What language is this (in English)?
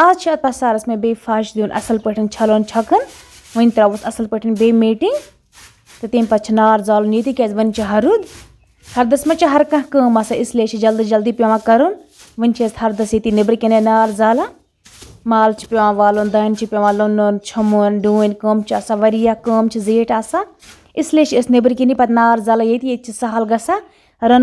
Kashmiri